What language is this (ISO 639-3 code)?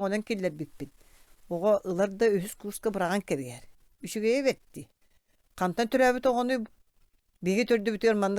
sah